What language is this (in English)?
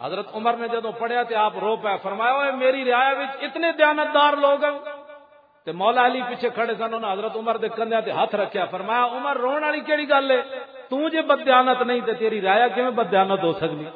Western Panjabi